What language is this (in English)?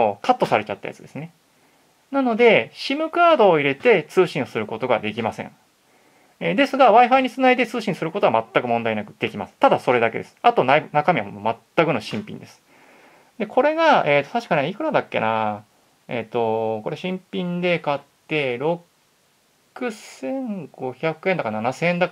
Japanese